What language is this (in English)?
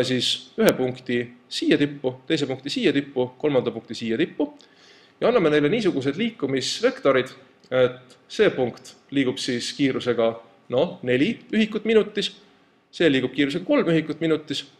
Estonian